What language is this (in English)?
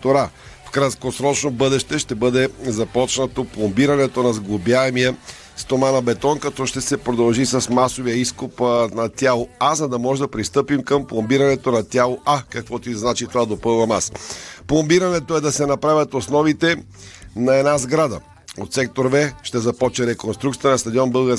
Bulgarian